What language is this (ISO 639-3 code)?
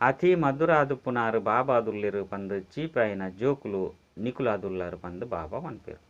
tcy